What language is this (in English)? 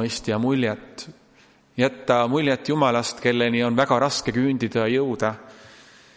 Estonian